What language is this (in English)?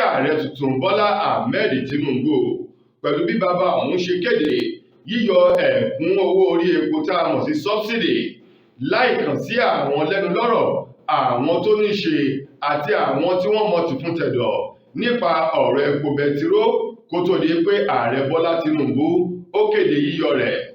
Yoruba